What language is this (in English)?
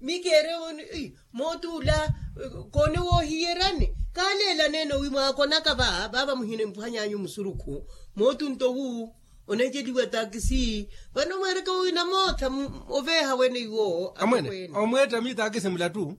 Makhuwa